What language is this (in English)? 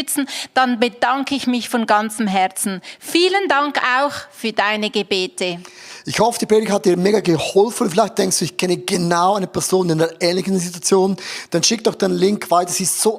Swiss German